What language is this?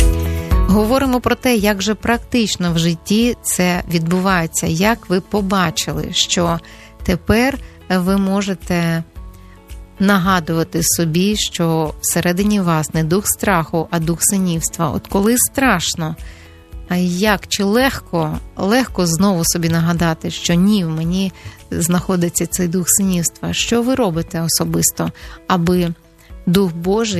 Ukrainian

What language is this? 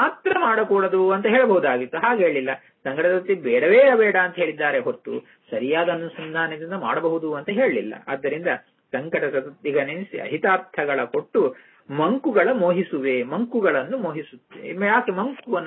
Kannada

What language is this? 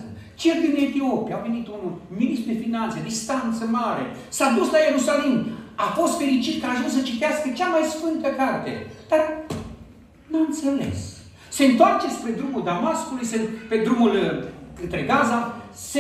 Romanian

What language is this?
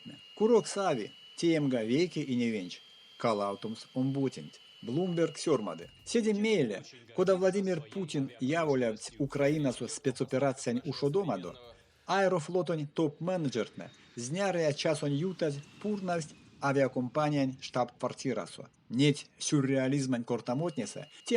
Erzya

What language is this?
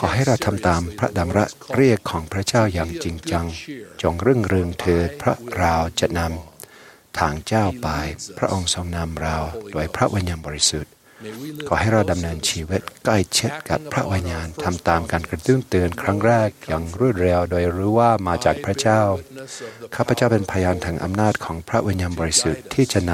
Thai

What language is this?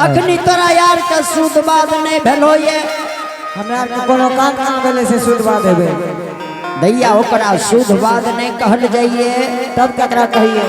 Angika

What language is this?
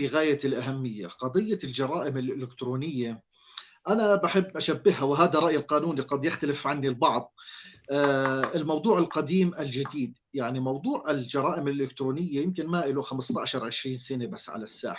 North Levantine Arabic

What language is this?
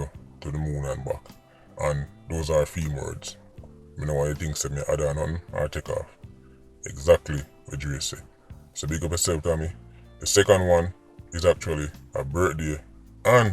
Jamaican Creole English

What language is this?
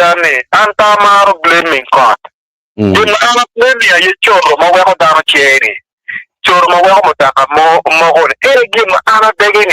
Acoli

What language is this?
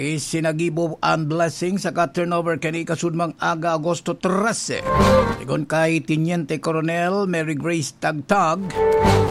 Bikol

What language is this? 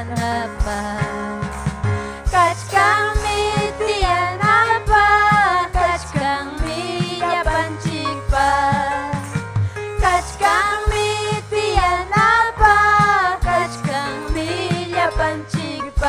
Ayacucho Quechua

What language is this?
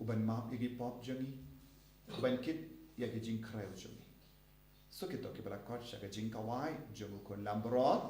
Khasi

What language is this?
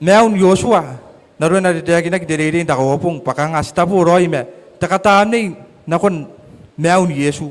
Gilbertese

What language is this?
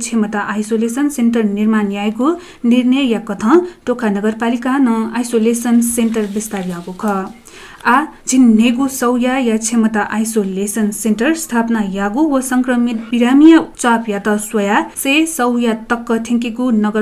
Newari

